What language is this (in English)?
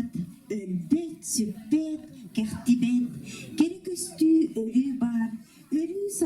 Yakut